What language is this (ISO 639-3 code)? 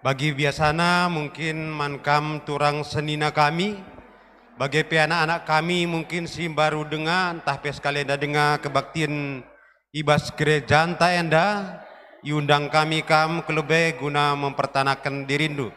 btx